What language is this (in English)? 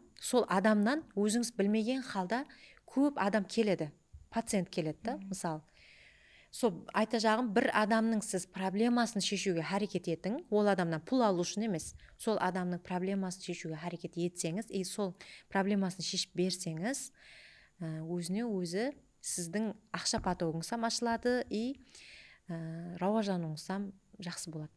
Kara-Kalpak